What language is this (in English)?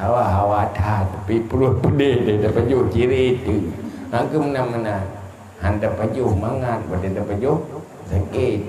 Achinese